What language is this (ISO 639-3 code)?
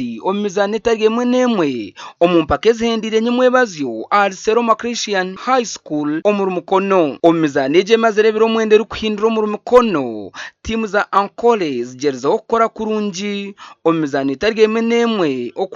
nyn